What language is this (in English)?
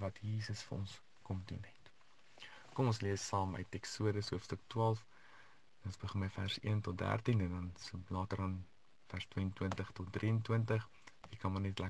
Afrikaans